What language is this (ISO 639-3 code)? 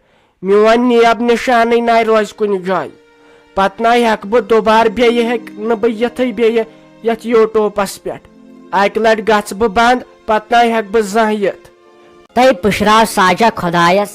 kas